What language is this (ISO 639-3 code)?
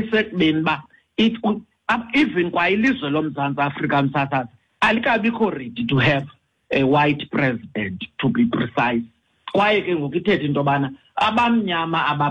xho